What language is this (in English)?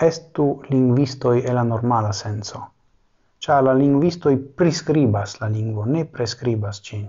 Esperanto